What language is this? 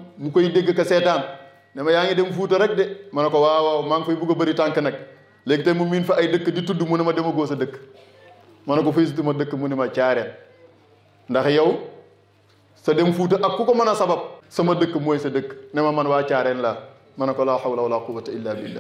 Wolof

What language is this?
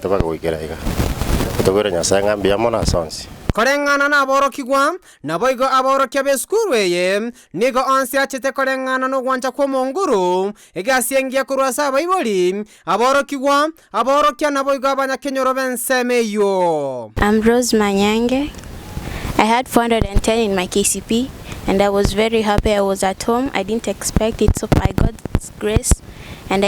Gusii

